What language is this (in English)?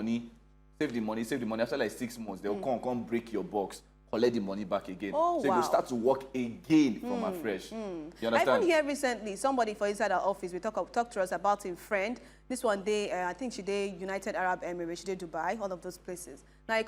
Nigerian Pidgin